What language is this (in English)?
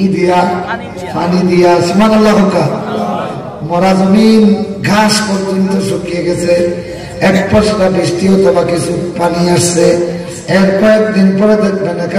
Sylheti